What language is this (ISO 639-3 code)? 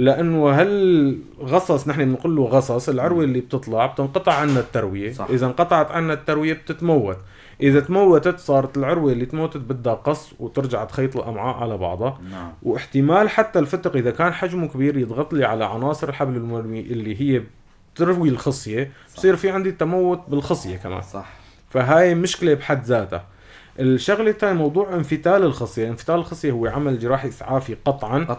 apc